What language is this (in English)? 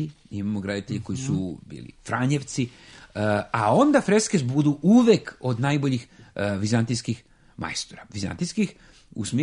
Serbian